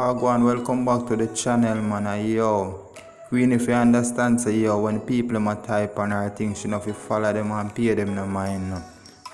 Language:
Jamaican Creole English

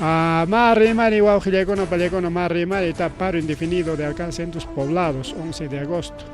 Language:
Ayacucho Quechua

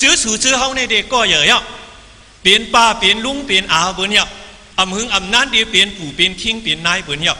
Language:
Shan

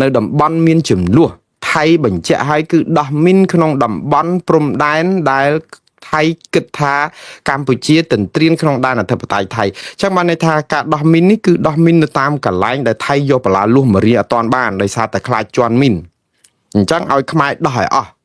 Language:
Khmer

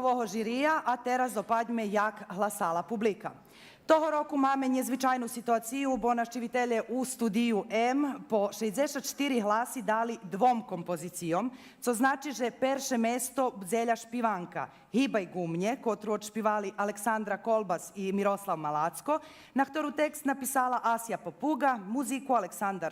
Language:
Rusyn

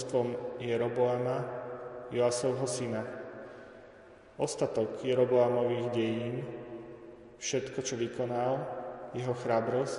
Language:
Slovak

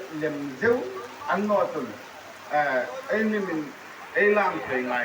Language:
Hmar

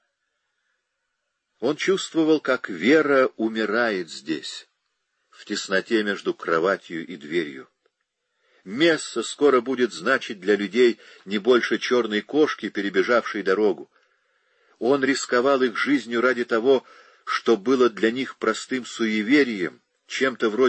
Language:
Russian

